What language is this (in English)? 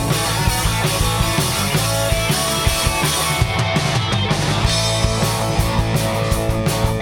Basque